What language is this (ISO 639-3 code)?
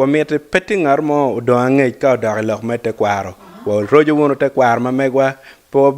ach